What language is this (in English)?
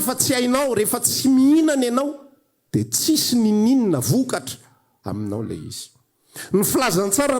Malagasy